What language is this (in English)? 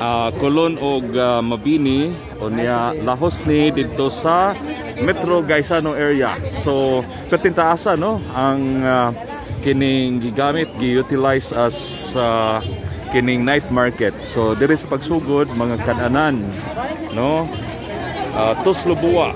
Cebuano